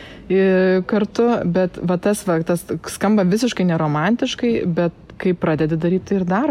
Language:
Lithuanian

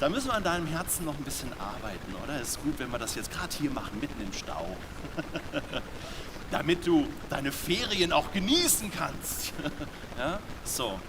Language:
Swiss German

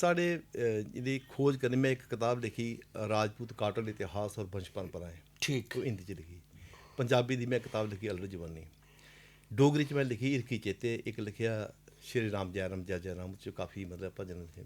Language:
Dogri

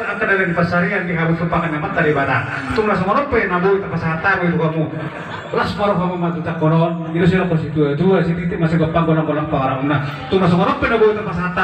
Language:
Batak Toba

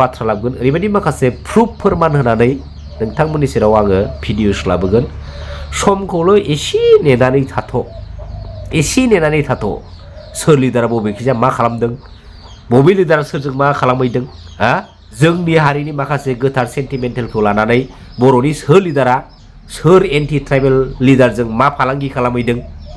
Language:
Bodo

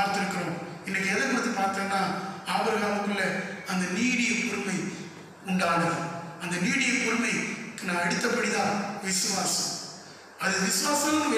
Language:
Tamil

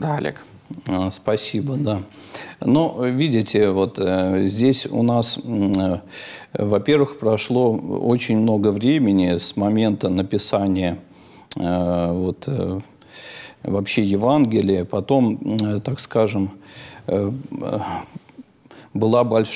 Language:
Russian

